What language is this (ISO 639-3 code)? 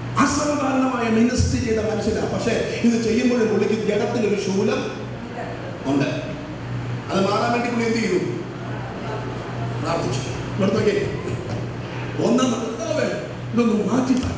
mal